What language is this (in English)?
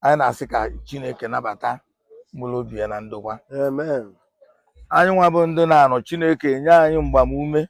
Igbo